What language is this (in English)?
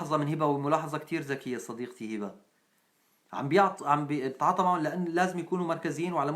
North Levantine Arabic